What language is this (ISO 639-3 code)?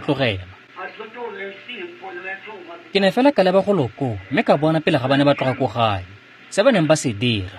tsn